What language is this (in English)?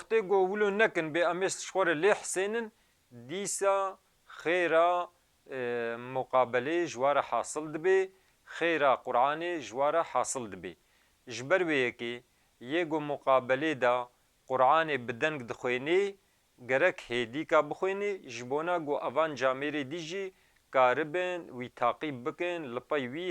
Kurdish